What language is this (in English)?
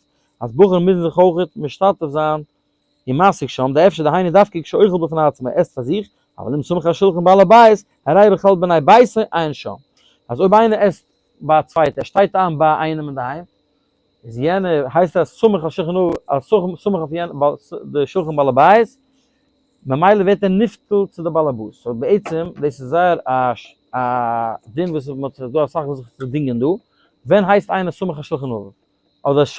Yiddish